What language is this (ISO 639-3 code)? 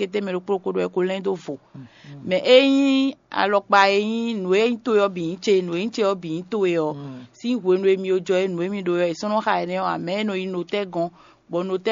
fon